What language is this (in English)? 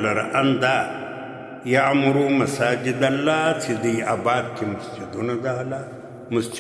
Pashto